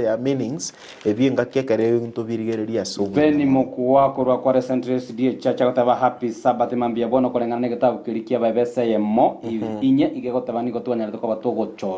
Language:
Gusii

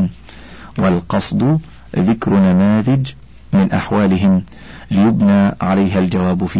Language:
Arabic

